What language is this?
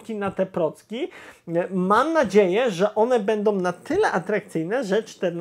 Polish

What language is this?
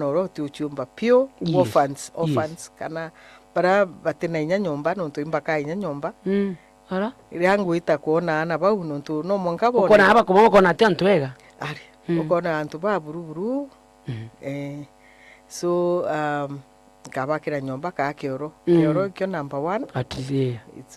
Meru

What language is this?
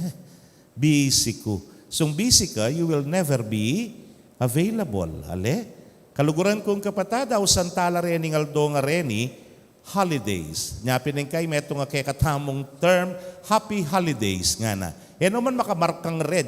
Pampanga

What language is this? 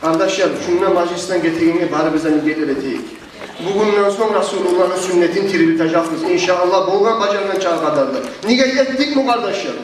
Kumyk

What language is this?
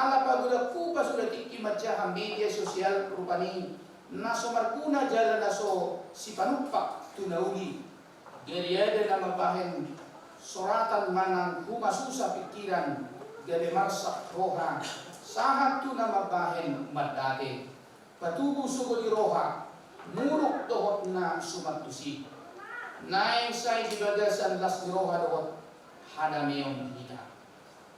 Batak Toba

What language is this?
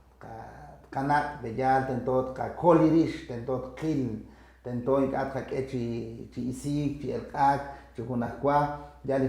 Kekchí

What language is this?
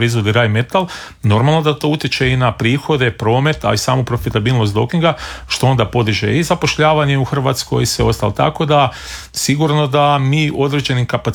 Croatian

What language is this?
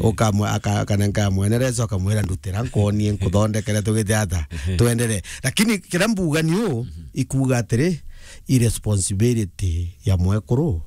Meru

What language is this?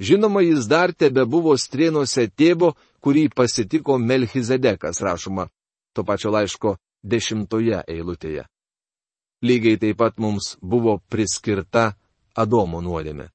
Lithuanian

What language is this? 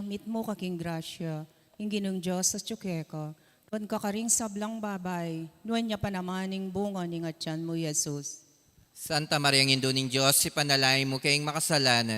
Pampanga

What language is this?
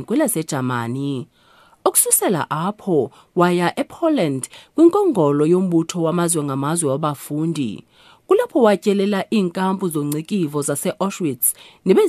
Xhosa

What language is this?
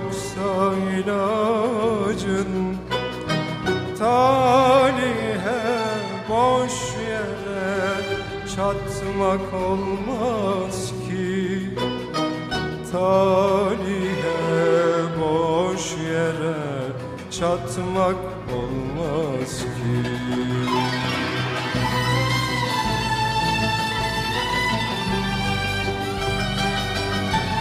Turkish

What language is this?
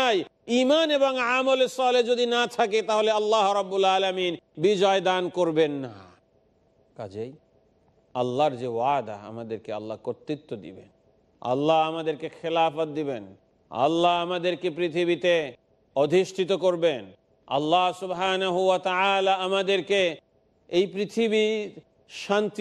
Bangla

